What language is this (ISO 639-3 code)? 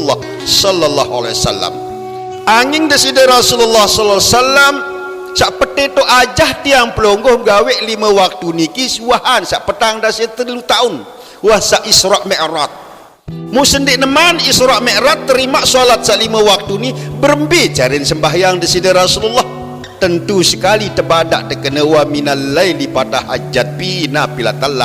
sas